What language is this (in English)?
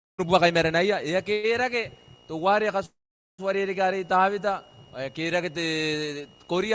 Gilbertese